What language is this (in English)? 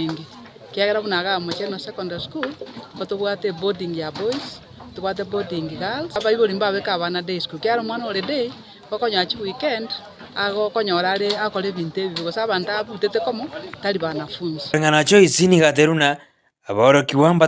Gusii